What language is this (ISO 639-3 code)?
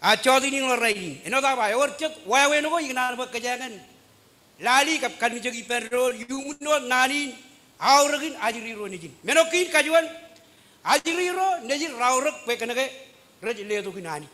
mah